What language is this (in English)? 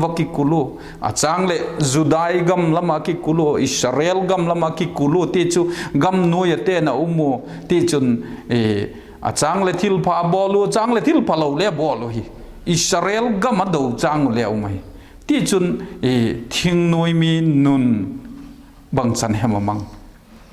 Vaiphei